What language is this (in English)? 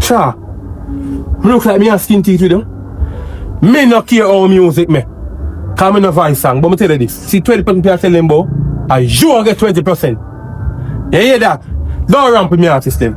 Jamaican Creole English